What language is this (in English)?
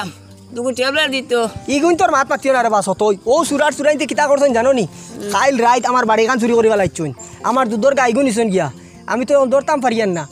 Sylheti